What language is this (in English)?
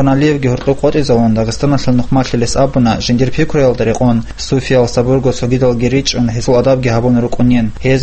Avaric